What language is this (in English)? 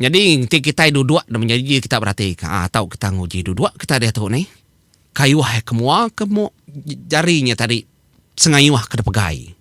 Iban